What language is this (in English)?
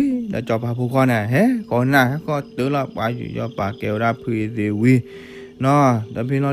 S'gaw Karen